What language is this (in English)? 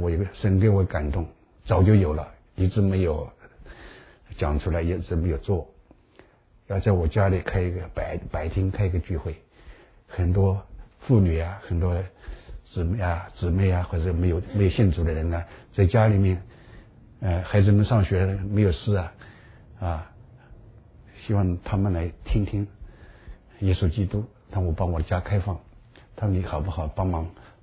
Chinese